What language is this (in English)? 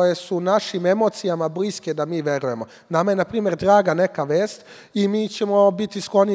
Serbian